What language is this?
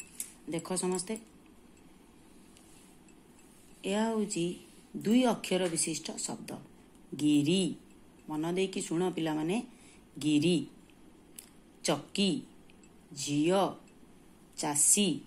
Odia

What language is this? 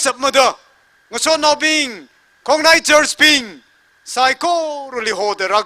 Tangkhul Naga (India)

